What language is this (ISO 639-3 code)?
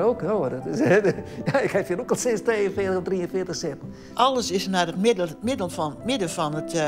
fry